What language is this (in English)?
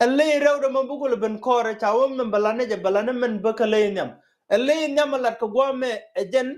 Nuer